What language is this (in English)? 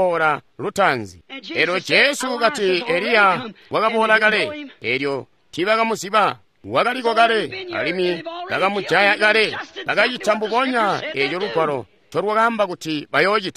Tonga (Zambia)